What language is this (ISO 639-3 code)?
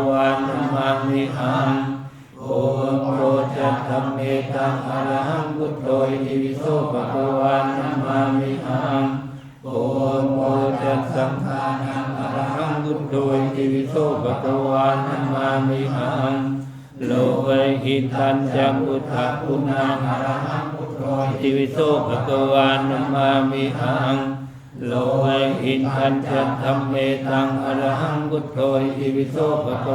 pli